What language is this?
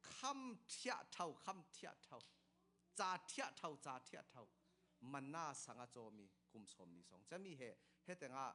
Falam Chin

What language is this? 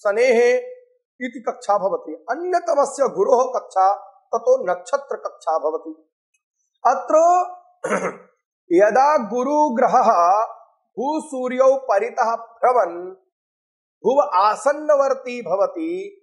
Sanskrit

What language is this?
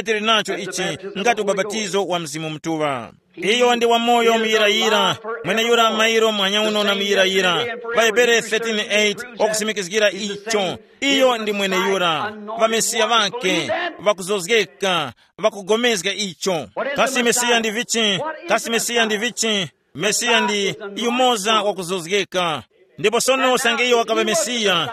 Tumbuka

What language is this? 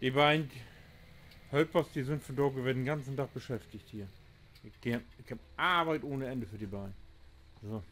Low German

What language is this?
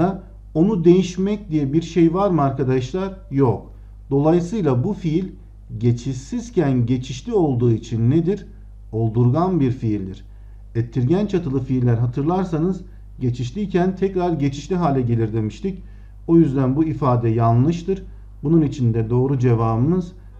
Turkish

